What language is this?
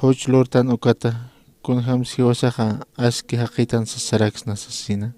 Aymara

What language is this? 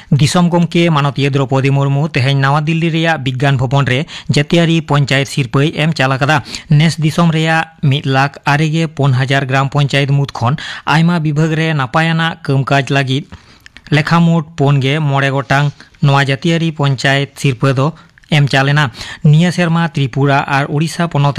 Santali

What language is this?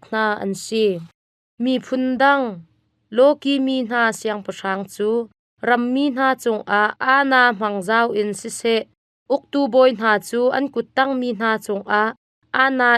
Hakha Chin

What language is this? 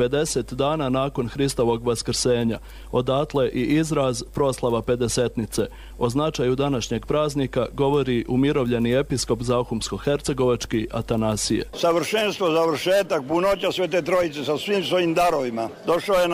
Bosnian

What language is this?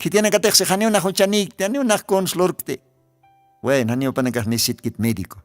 Aymara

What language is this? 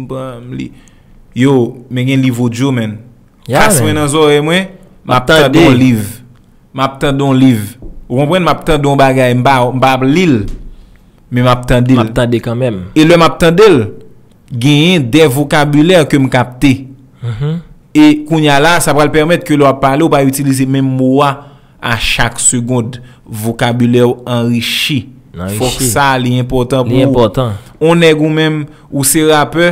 Haitian Creole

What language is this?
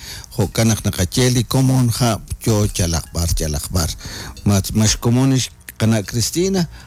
Kekchí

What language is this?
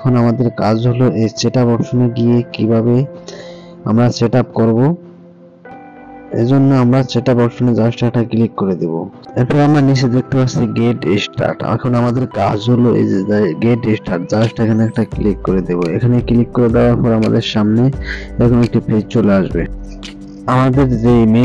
Bangla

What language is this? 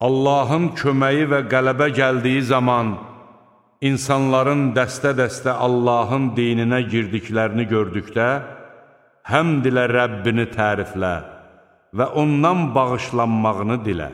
Azerbaijani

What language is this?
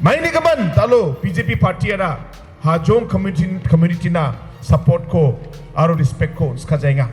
Garo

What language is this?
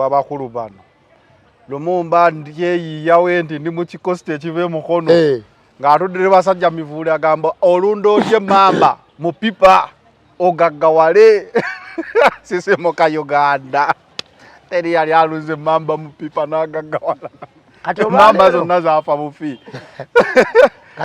Ganda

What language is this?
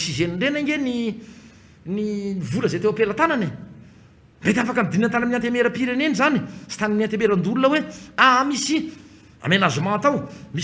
Malagasy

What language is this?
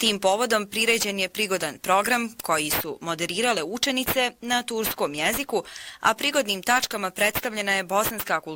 Bosnian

